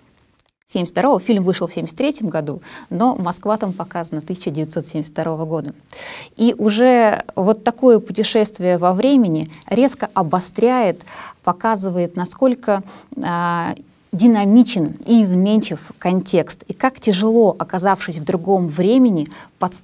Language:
Russian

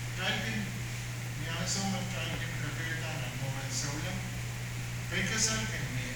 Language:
Pohnpeian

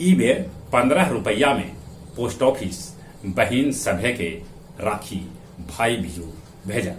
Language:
Magahi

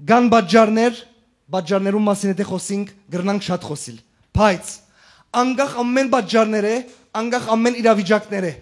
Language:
Western Armenian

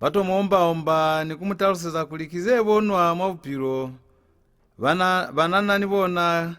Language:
Lozi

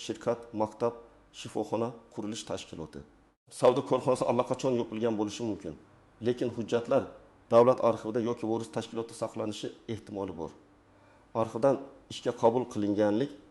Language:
Uzbek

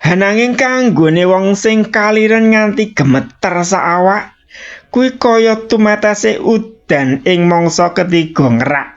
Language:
Javanese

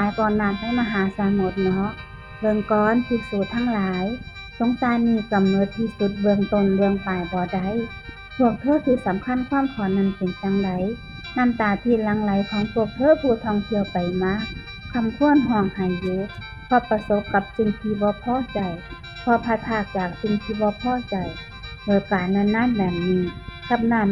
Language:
Northeastern Thai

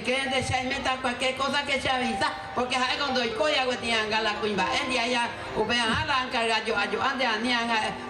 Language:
Guarani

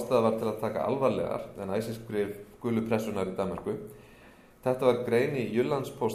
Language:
Icelandic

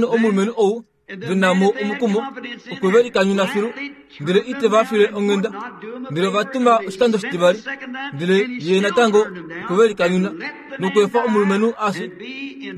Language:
Kuanyama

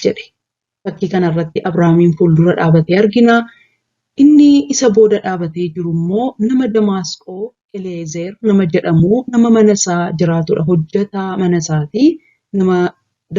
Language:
Oromo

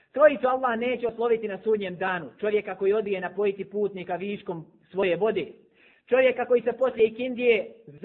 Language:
Bosnian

